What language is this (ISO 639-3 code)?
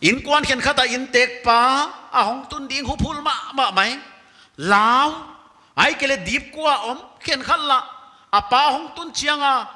pck